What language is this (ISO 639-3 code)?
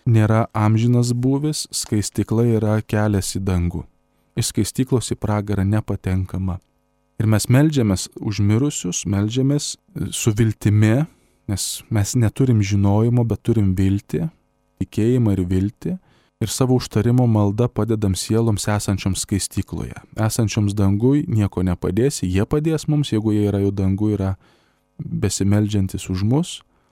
lit